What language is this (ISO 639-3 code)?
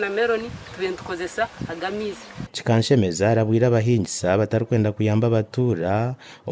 nyn